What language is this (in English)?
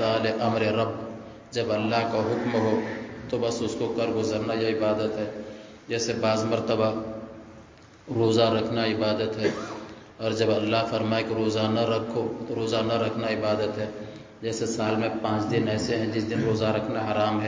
Urdu